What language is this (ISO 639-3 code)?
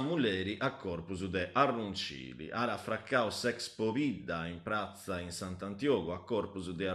srd